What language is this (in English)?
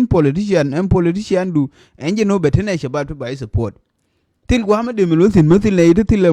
Nuer